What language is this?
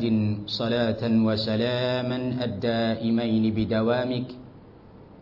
Thai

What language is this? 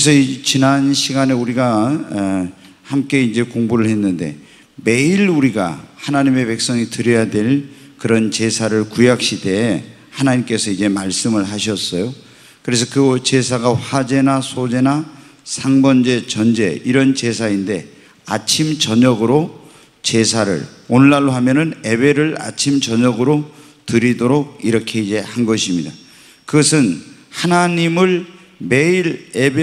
Korean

